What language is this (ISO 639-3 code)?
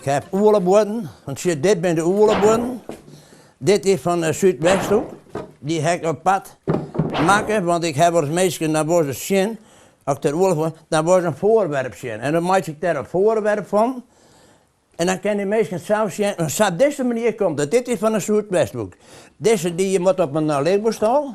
fry